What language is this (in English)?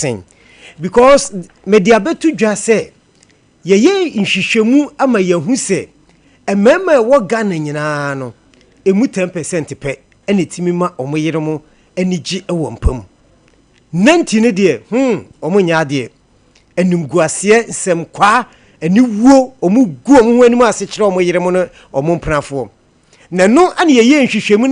Akan